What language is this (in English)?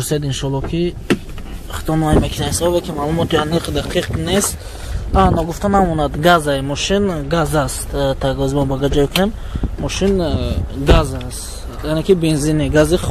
Tajik